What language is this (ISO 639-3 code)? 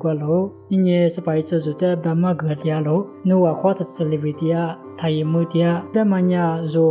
lis